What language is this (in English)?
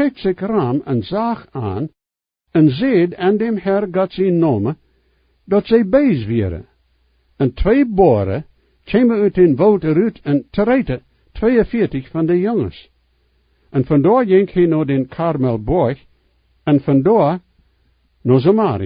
Plautdietsch